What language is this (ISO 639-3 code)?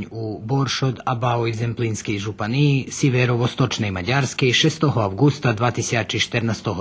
rue